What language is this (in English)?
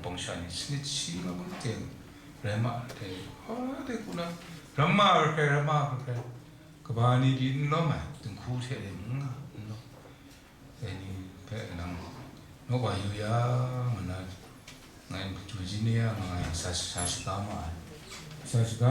Kachin